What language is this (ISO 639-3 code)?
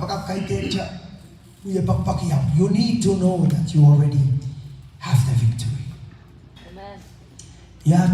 pon